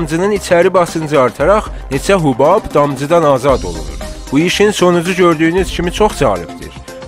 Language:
South Azerbaijani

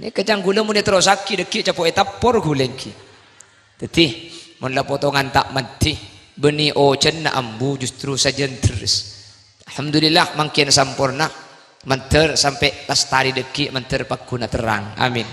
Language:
Madurese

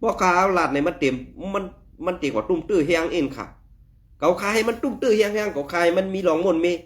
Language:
Shan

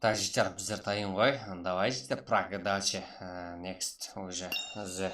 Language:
Kara-Kalpak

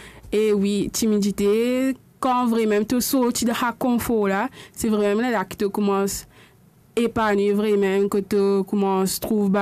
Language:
Morisyen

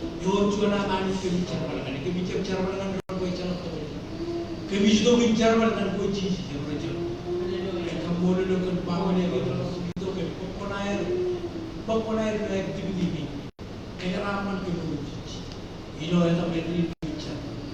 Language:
Marshallese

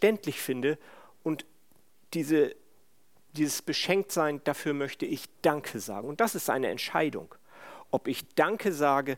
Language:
German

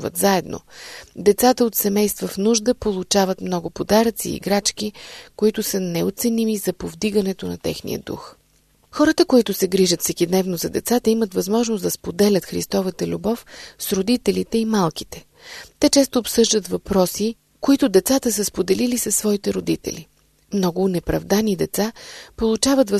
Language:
Bulgarian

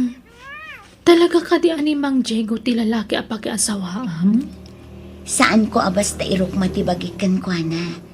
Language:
Iloko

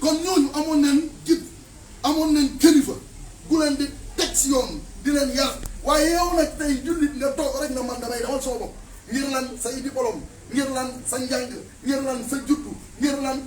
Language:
Wolof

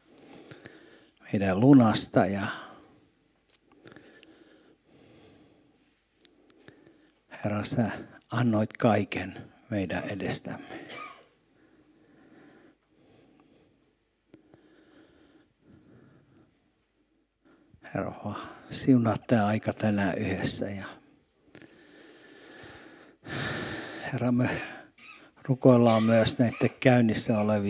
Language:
Finnish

